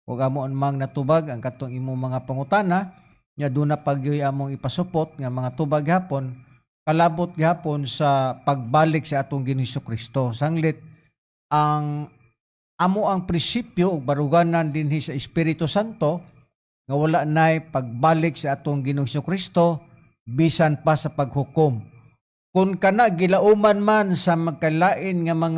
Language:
Cebuano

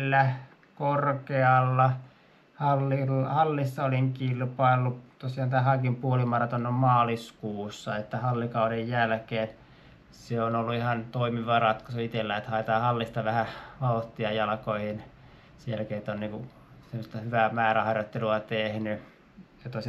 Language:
Finnish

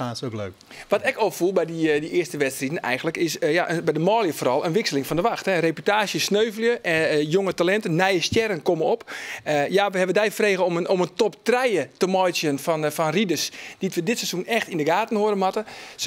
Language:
Western Frisian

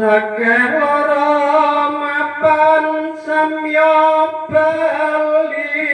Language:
Javanese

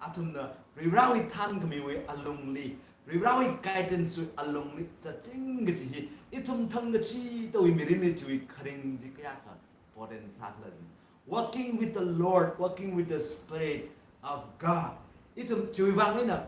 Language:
Tangkhul Naga (India)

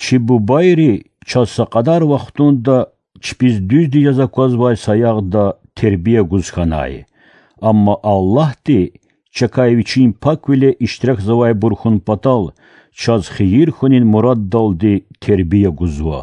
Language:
Lezghian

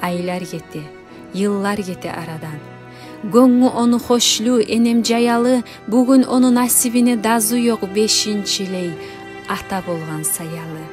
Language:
Kumyk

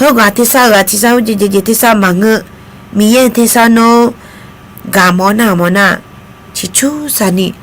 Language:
Akha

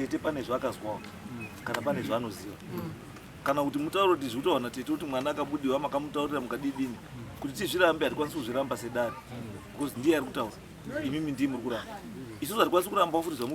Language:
Shona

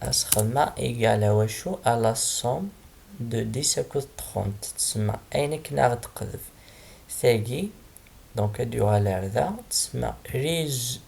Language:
Kabyle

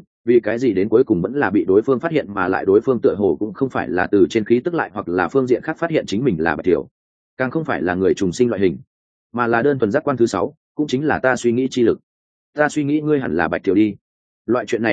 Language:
Vietnamese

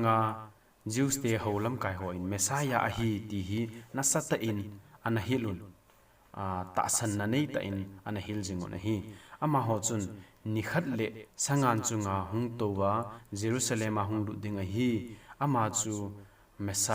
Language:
Thado Chin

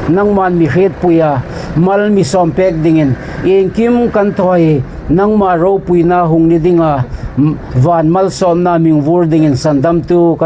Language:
Hmar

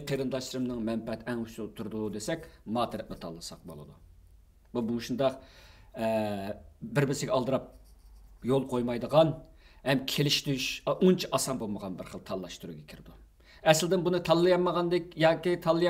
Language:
Uyghur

